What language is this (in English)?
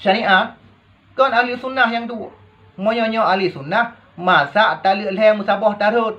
Achinese